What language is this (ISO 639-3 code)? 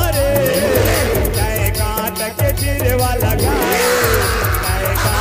hne